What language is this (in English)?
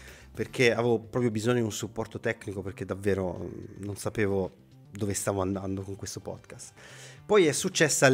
Italian